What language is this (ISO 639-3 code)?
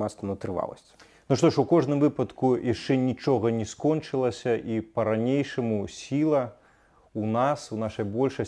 bel